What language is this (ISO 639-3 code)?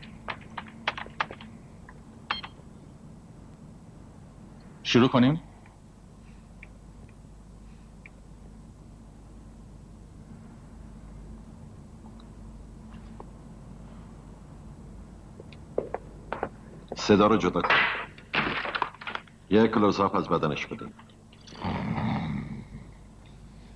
fas